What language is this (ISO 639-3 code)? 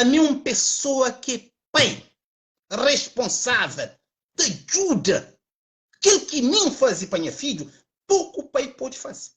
kea